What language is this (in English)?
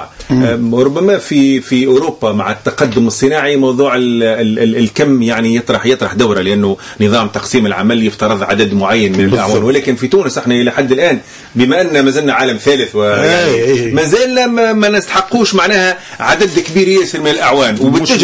Tunisian Arabic